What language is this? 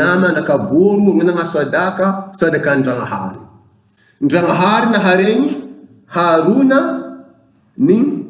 Bushi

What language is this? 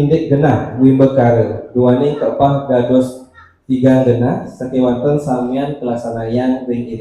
Balinese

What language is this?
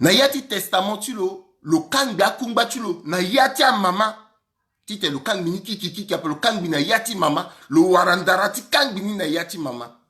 Sango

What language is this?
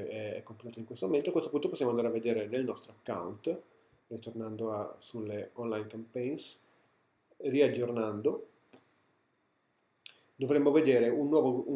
Italian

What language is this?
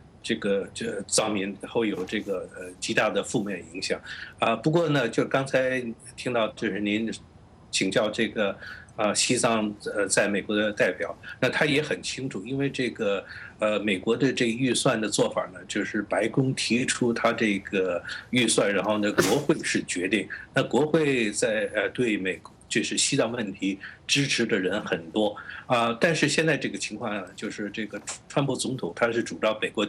Chinese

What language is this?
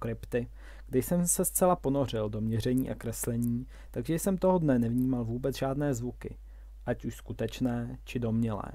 Czech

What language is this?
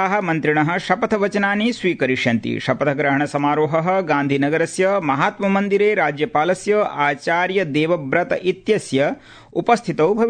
Sanskrit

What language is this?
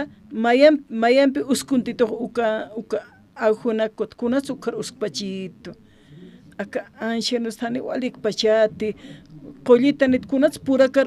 Aymara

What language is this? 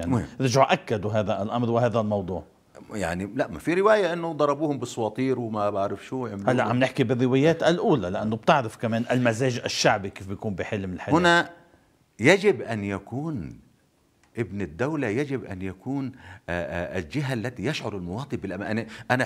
North Levantine Arabic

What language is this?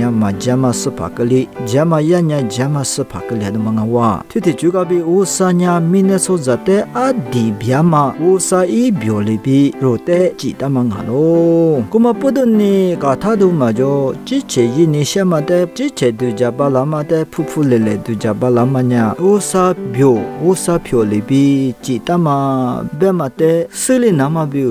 Lisu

